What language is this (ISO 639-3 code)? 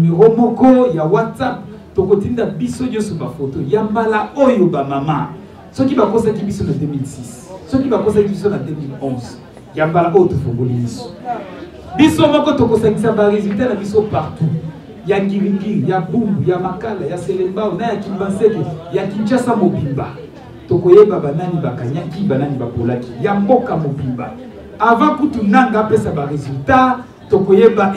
lin